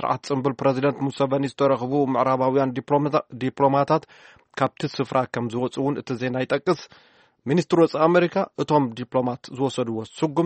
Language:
Tigrinya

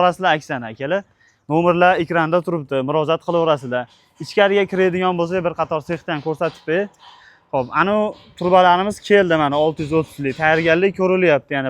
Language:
Uzbek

